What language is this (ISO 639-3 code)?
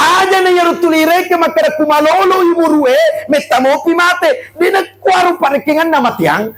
bug